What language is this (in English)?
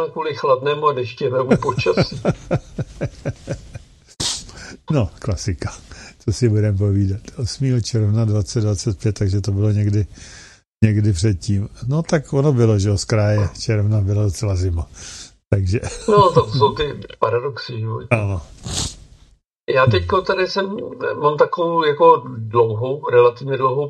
Czech